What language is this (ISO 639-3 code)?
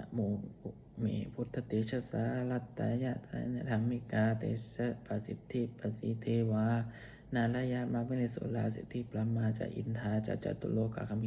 pli